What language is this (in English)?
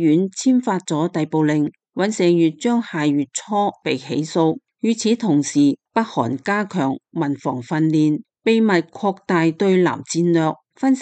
Cantonese